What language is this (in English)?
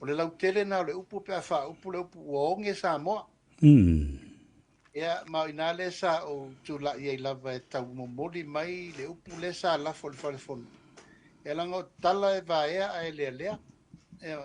Samoan